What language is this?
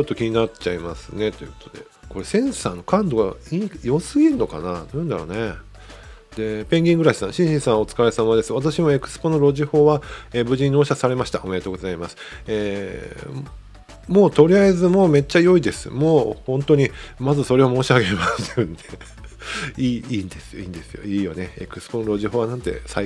Japanese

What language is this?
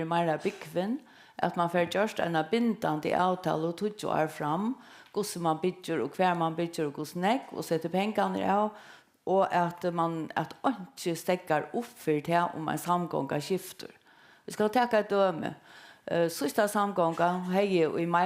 Faroese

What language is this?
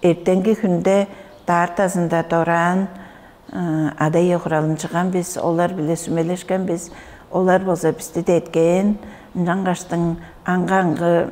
Tuvinian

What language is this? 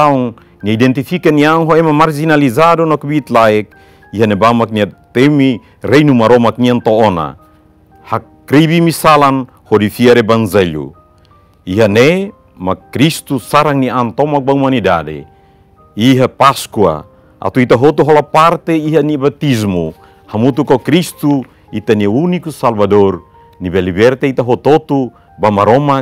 Tetum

